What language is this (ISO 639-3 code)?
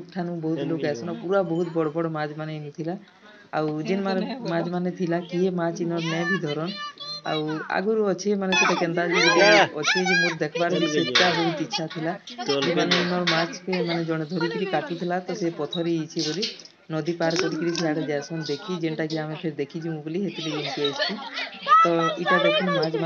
spv